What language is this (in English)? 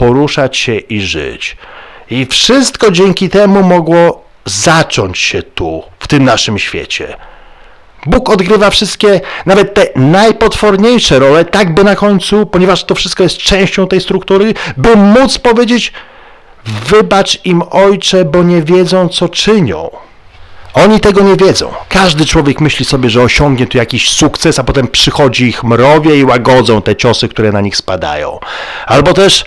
Polish